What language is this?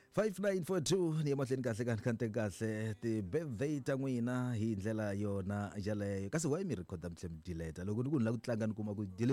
Tsonga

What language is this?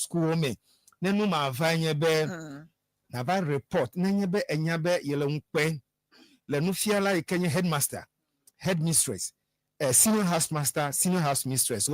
Ewe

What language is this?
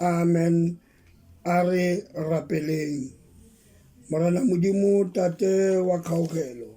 Tswana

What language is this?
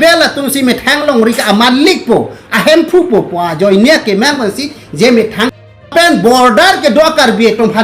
Karbi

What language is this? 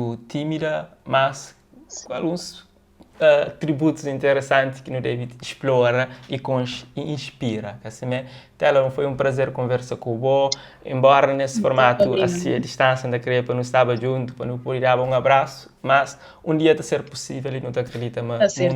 Kabuverdianu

